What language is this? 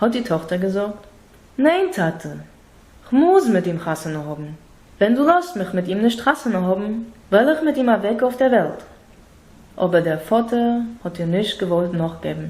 Yiddish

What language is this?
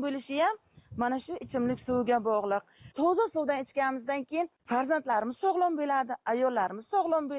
Uzbek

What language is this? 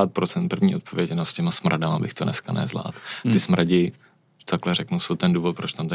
Czech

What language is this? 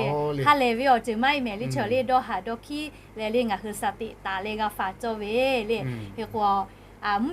Lahu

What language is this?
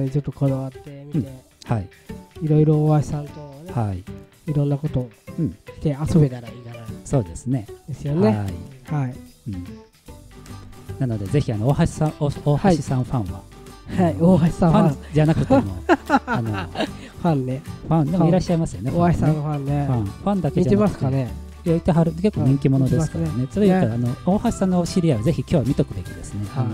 Japanese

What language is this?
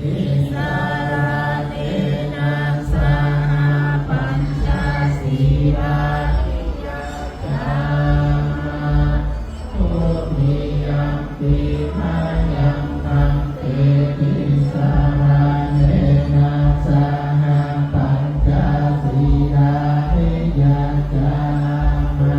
Pali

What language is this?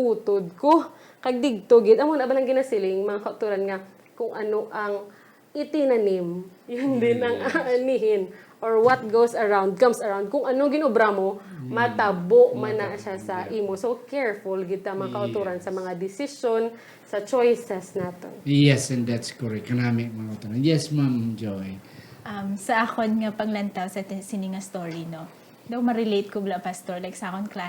Hiligaynon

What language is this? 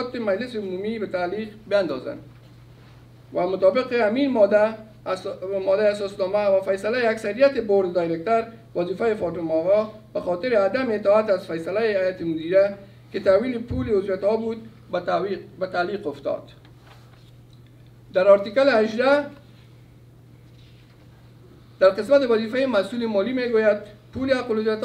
Persian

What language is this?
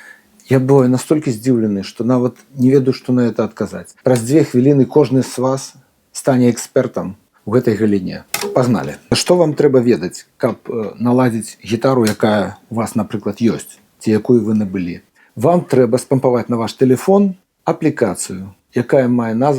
Belarusian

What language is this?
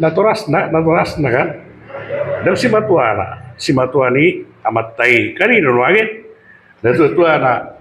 Batak Toba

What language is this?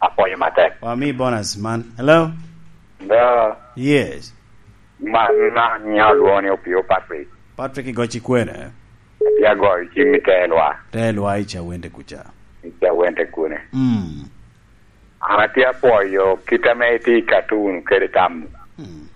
Lango (Uganda)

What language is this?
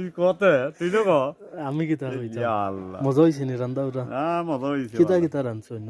Sylheti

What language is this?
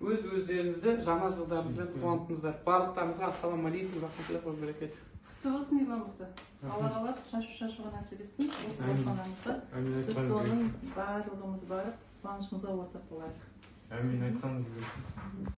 Kazakh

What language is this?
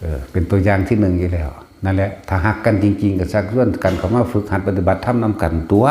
Northeastern Thai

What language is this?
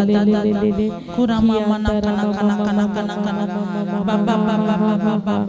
Tem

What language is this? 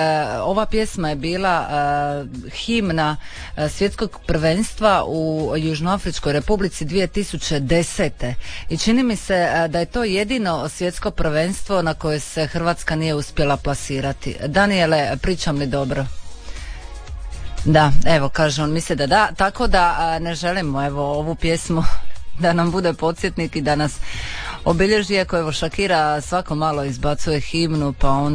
Croatian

